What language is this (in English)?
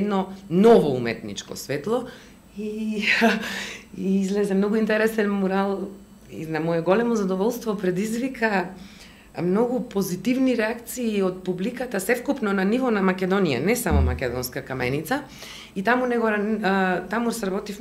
Macedonian